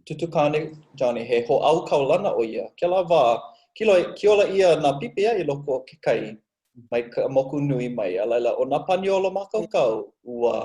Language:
Hawaiian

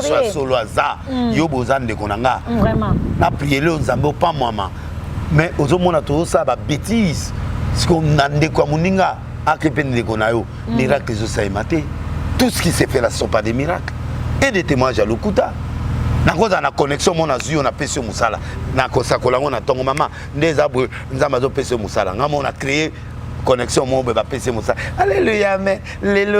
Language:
Lingala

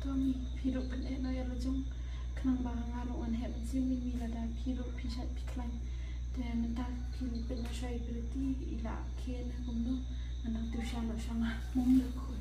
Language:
Khasi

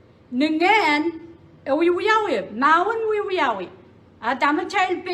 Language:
Pohnpeian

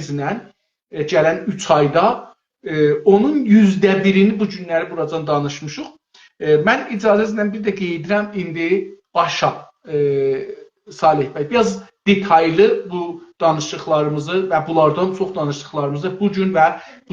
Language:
South Azerbaijani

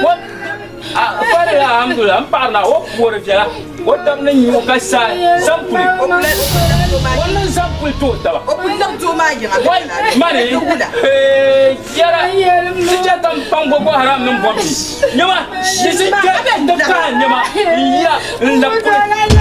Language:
Dagbani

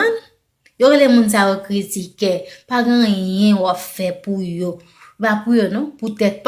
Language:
Haitian Creole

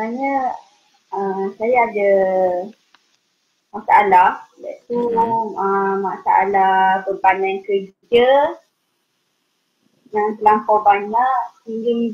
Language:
Malay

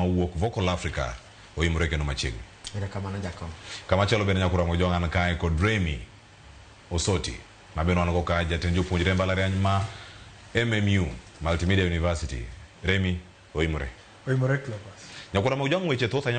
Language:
Luo (Kenya and Tanzania)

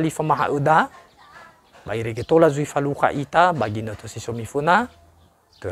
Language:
Nias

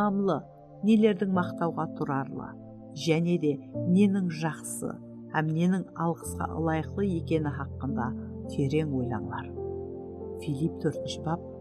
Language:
Kara-Kalpak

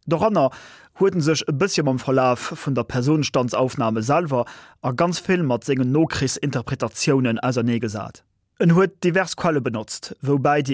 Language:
Luxembourgish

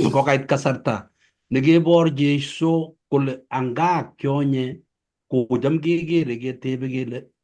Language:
Kalenjin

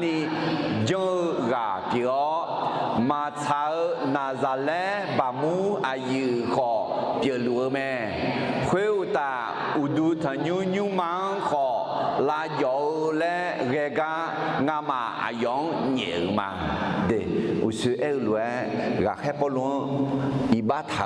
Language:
Akha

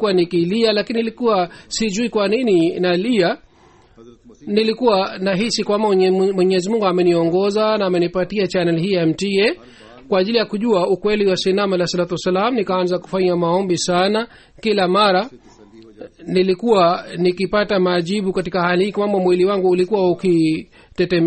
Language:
Swahili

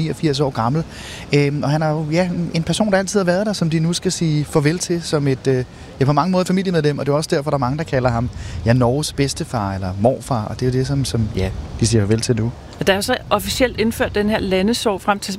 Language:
Danish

